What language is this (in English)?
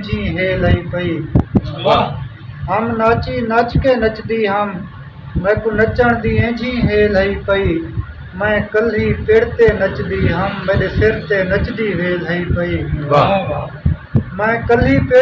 Saraiki